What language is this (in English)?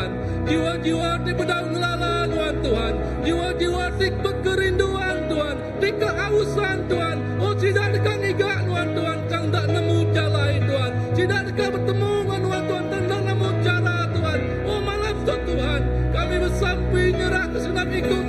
Iban